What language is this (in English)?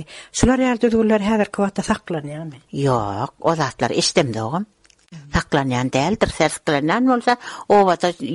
Kyrgyz